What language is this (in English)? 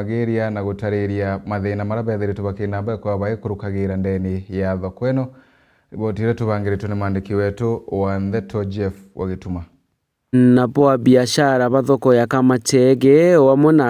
Meru